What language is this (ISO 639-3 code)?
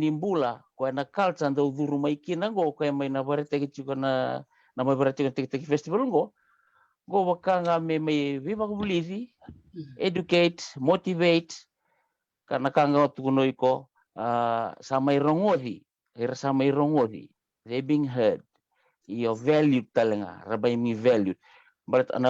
fij